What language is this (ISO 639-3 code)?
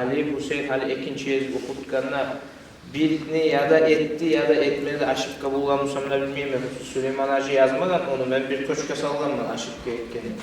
kum